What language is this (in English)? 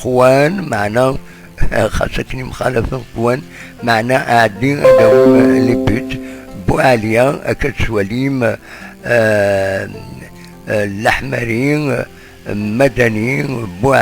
Kabyle